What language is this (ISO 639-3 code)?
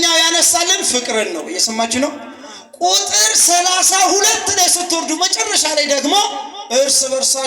amh